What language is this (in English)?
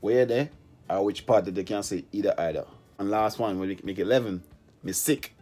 Jamaican Creole English